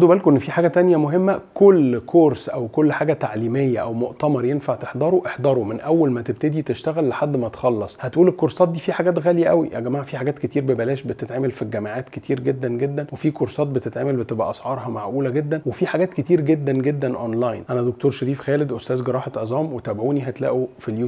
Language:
Egyptian Arabic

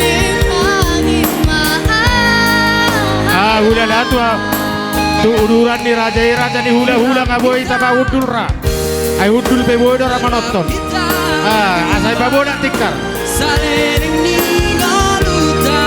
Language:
Batak Toba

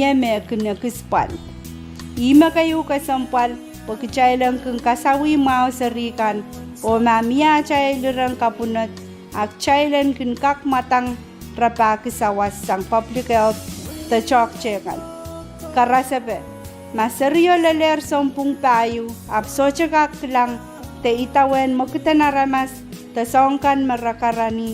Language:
Pohnpeian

